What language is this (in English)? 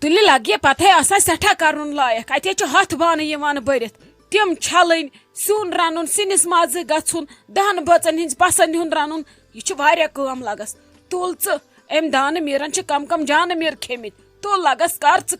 Kashmiri